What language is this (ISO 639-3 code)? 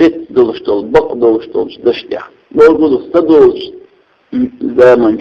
che